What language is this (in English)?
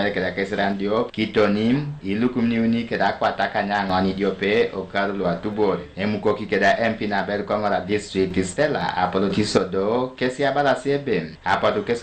Teso